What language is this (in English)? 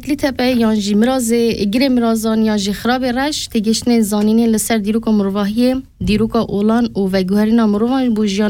Kurdish